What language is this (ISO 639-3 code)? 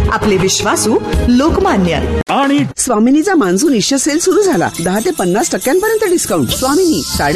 mar